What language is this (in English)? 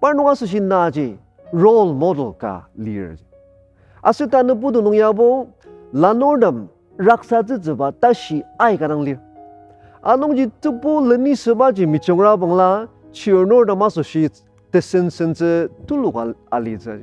Ao Naga